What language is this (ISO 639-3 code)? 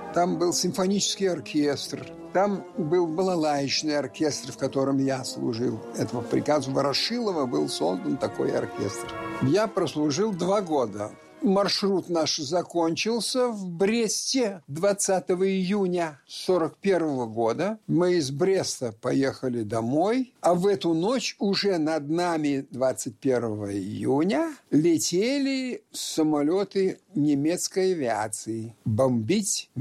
rus